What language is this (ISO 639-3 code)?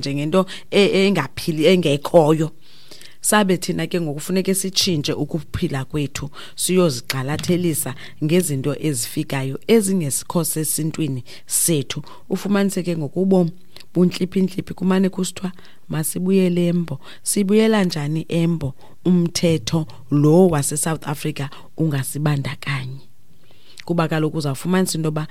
xho